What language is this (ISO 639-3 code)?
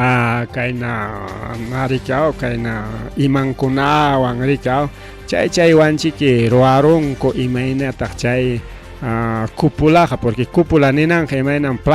quy